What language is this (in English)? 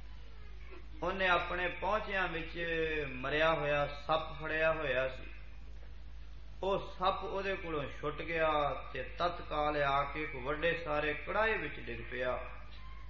Punjabi